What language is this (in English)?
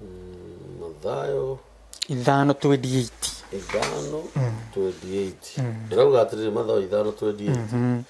Kikuyu